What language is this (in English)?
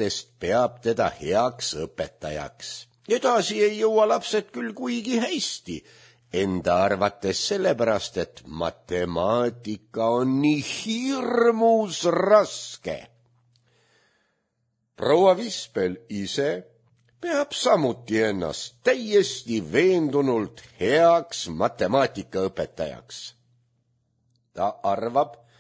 Estonian